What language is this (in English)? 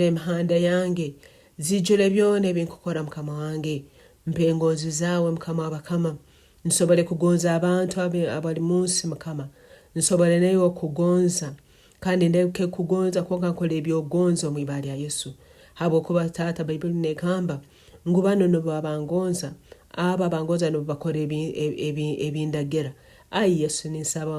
Nyankole